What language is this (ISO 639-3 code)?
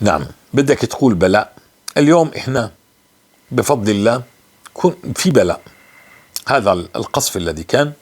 apc